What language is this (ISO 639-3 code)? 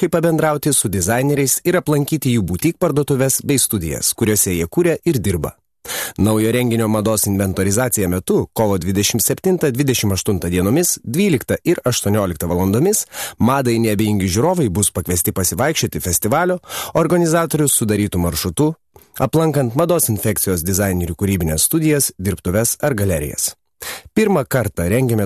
lit